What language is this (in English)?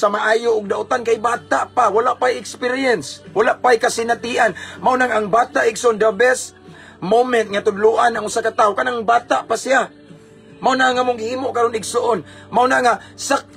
Cebuano